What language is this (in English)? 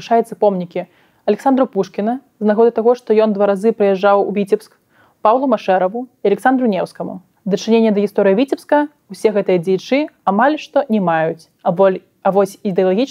Belarusian